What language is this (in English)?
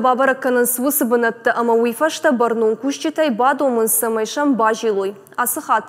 Ossetic